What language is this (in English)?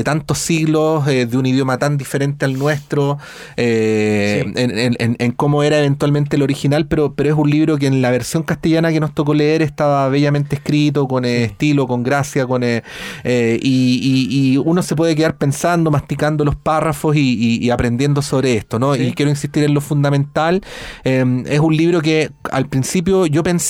Spanish